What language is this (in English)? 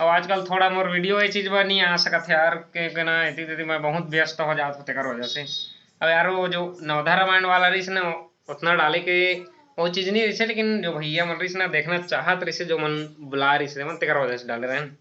Chhattisgarhi